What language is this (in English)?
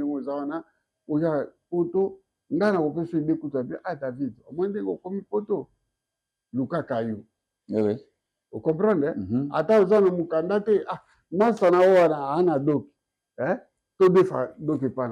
Lingala